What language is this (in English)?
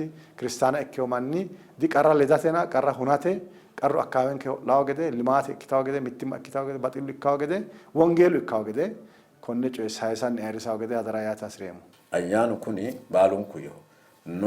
Sidamo